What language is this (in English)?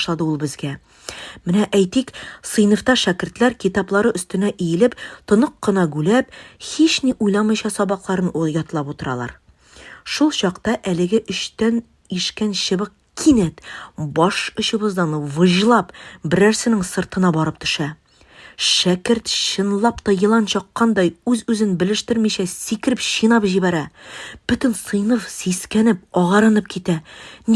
Tatar